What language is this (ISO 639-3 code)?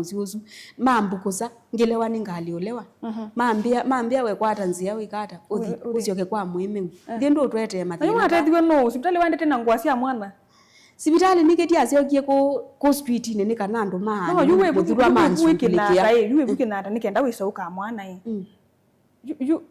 kam